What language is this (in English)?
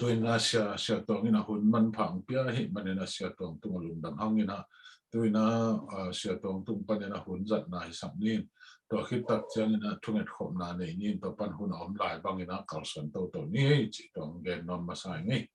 Tedim Chin